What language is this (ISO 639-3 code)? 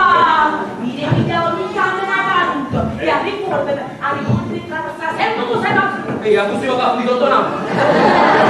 nap